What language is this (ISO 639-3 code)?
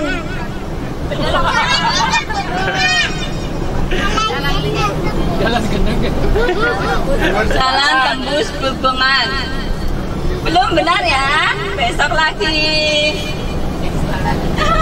ind